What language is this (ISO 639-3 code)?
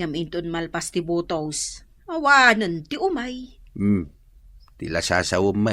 ilo